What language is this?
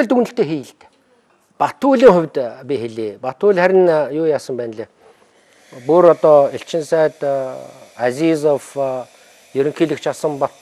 Mongolian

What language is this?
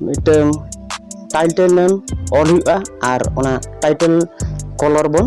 Santali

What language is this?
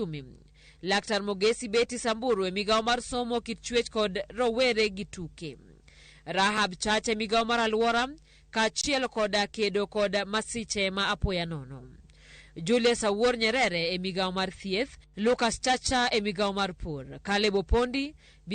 Luo (Kenya and Tanzania)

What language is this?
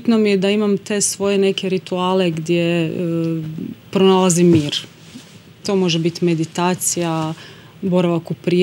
Croatian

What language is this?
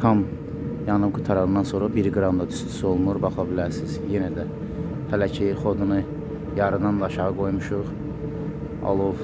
Azerbaijani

